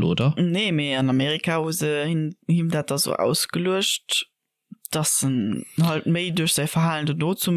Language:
Luxembourgish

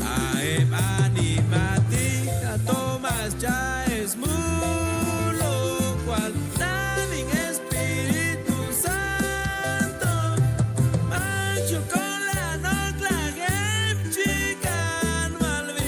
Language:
Chuj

